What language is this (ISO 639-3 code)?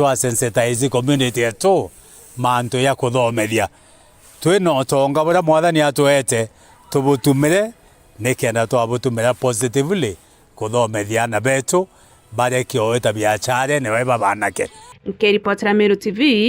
mer